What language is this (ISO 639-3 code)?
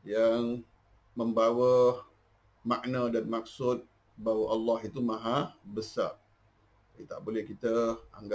msa